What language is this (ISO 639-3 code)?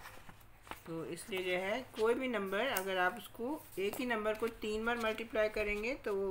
hin